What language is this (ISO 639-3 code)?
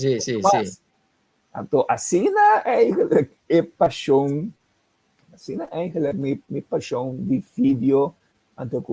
pap